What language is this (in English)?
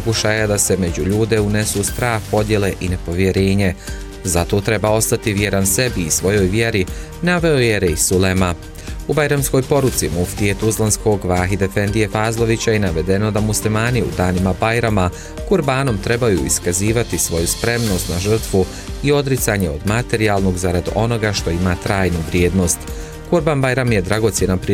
Bosnian